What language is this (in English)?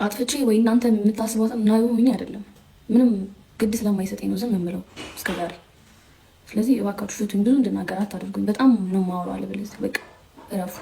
Amharic